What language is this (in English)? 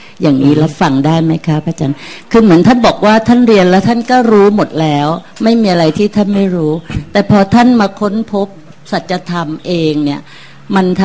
Thai